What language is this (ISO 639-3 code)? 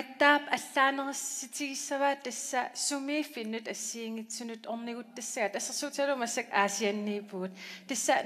kal